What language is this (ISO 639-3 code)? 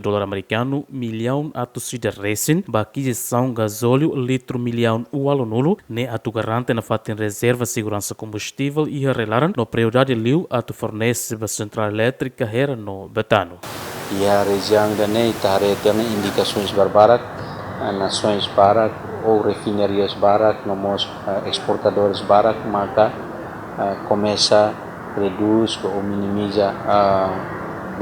tet